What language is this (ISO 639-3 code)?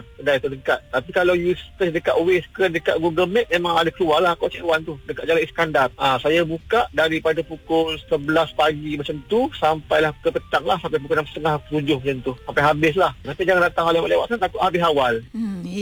msa